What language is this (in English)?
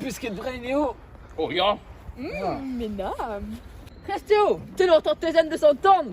Breton